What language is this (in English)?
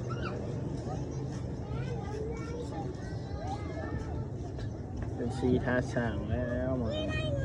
Lao